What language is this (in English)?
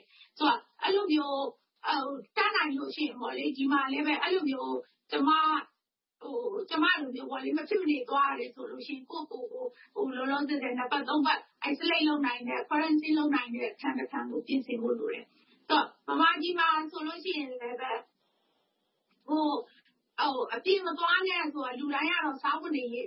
Burmese